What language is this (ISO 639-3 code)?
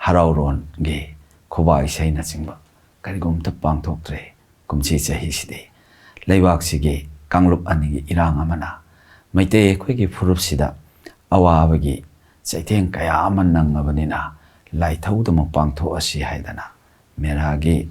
mni